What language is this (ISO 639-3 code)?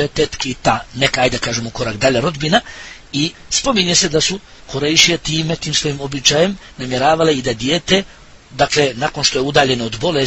bos